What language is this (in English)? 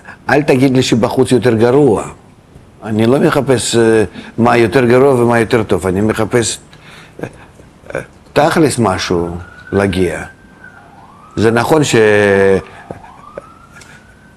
Hebrew